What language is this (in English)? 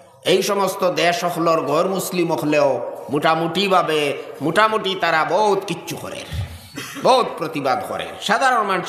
Sylheti